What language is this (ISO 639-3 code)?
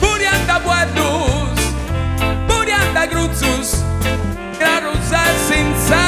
srd